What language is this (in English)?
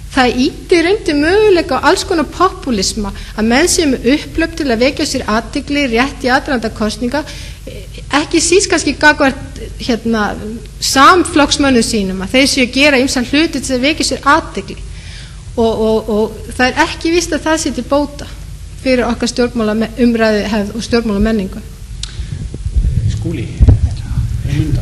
Icelandic